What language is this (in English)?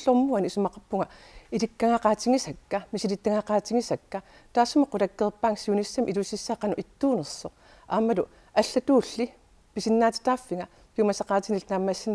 Kalaallisut